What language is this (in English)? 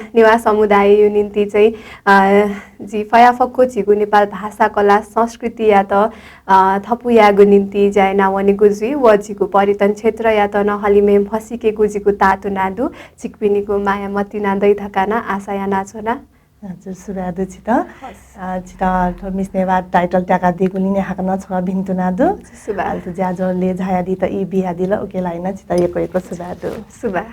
Newari